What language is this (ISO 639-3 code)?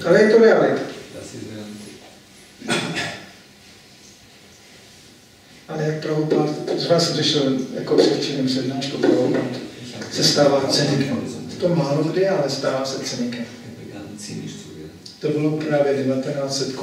ces